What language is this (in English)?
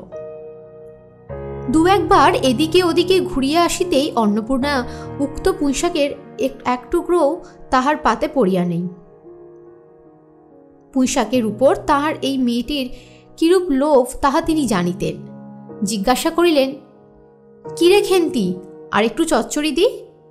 Bangla